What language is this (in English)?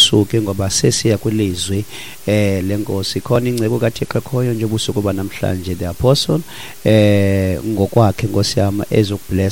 Xhosa